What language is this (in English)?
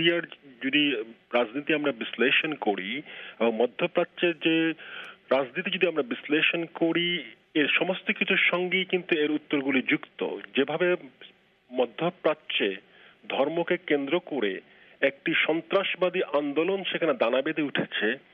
Bangla